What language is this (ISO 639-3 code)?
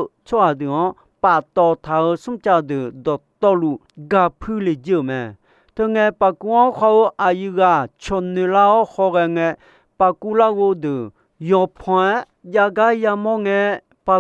ahk